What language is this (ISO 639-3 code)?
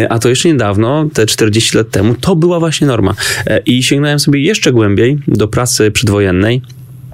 pol